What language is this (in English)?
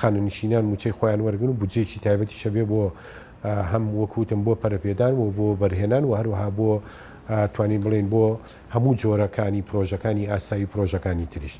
Central Kurdish